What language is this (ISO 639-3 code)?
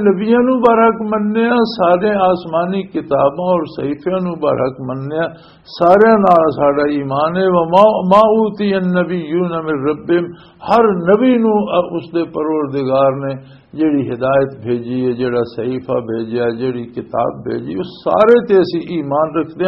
lah